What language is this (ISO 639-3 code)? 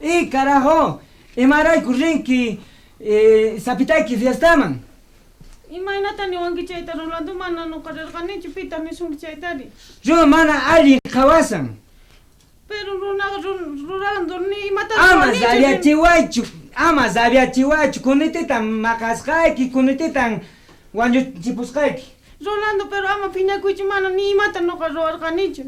quh